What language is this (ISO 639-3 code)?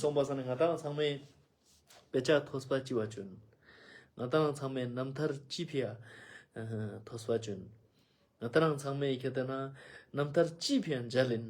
lbj